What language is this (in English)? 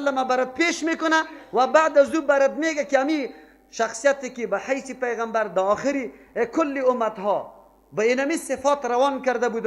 Persian